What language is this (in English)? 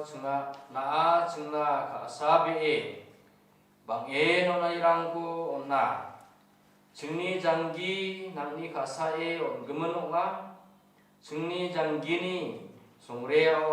Garo